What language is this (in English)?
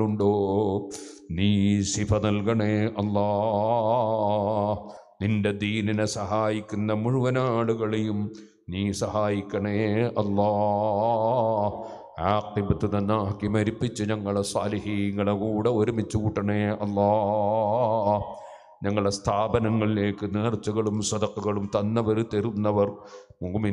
Malayalam